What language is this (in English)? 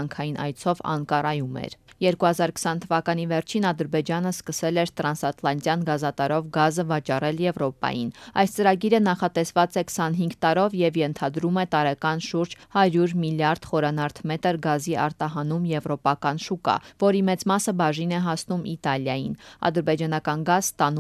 Armenian